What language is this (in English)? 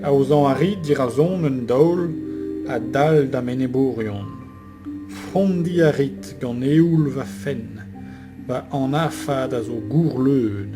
Breton